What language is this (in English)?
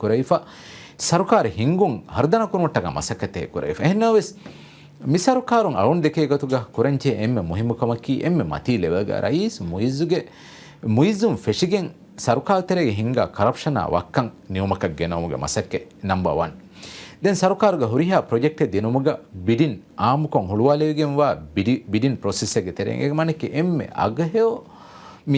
Divehi